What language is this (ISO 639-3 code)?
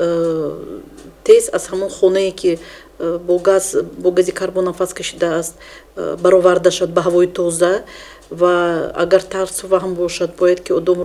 tgk